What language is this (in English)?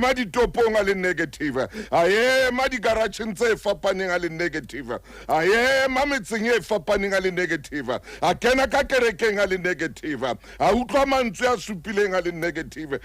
Southern Sotho